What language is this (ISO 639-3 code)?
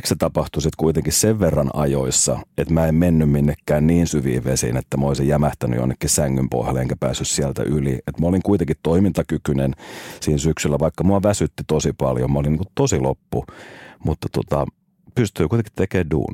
fin